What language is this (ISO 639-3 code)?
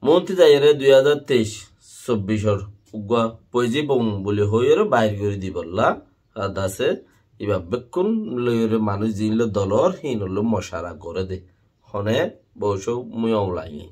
rhg